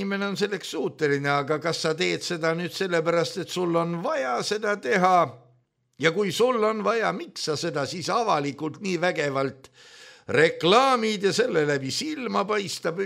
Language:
Estonian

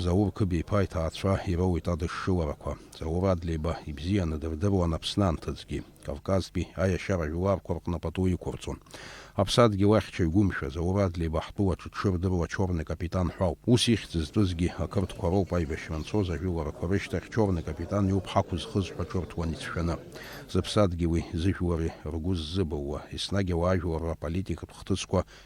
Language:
Abkhazian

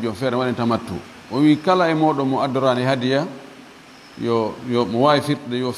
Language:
Fula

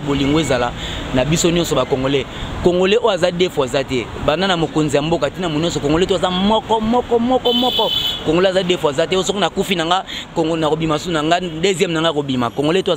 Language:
Lingala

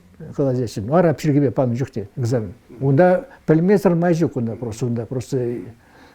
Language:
Chuvash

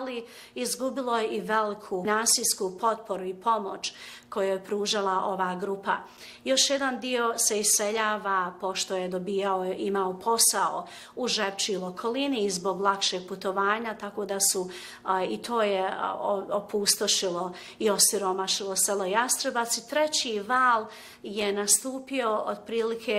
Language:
Bosnian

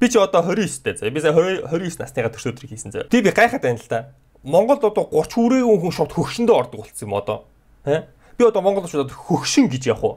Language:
Mongolian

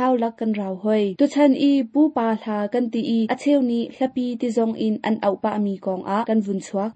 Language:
Hakha Chin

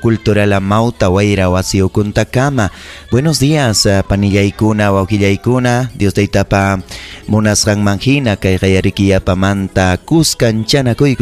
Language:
Ayacucho Quechua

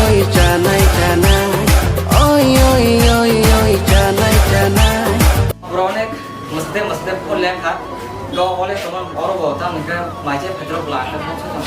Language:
Kok Borok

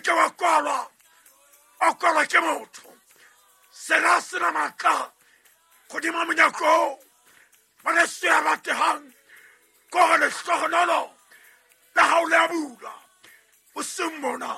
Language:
Southern Sotho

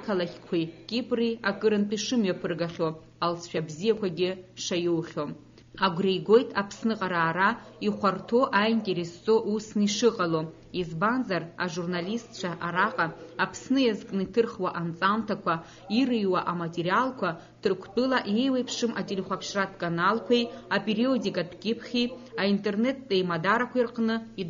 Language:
Abkhazian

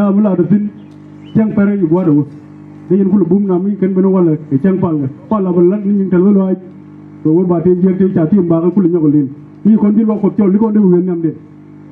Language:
Nuer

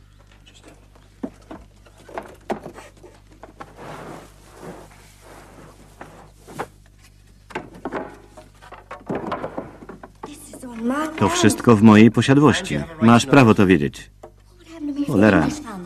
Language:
Polish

